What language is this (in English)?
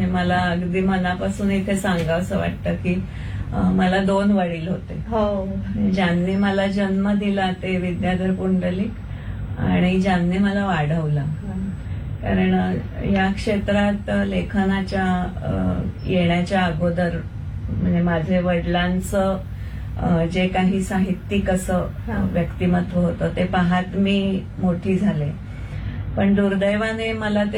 Marathi